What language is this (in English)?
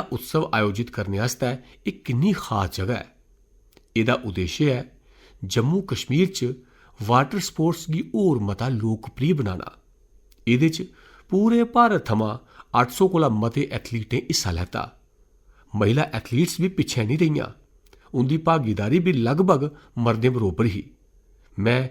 Dogri